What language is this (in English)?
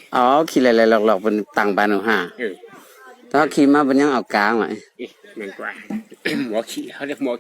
Shan